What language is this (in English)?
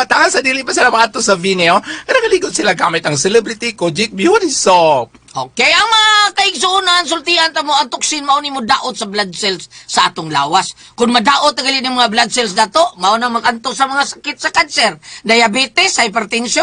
Cebuano